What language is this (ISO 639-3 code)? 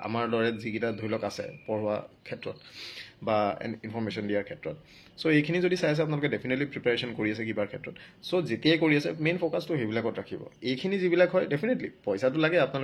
asm